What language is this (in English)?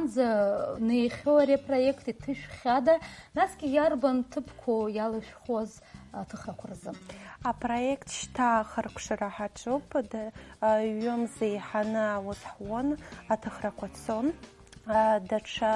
Abkhazian